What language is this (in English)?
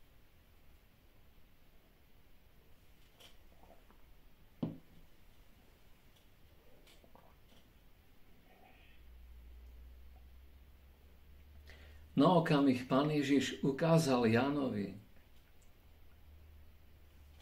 Slovak